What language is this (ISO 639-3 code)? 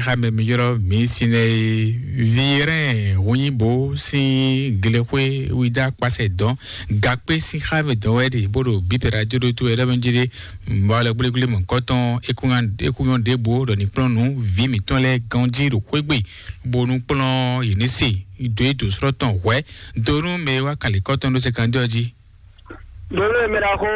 fon